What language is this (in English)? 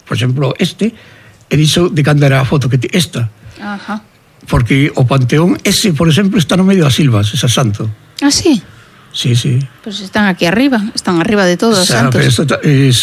Galician